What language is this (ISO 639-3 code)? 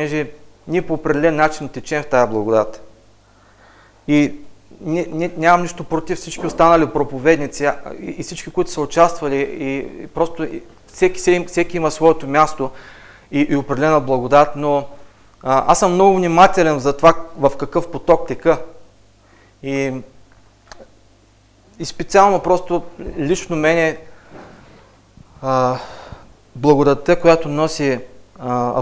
bul